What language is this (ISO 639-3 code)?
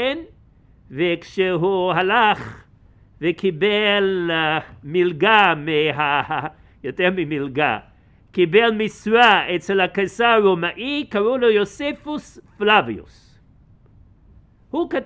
heb